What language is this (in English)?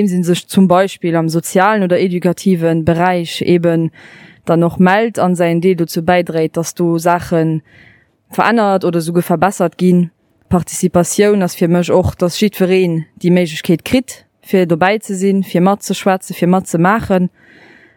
Luxembourgish